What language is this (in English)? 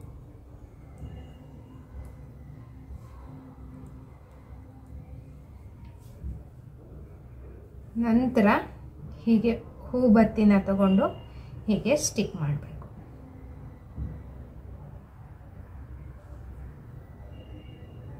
Kannada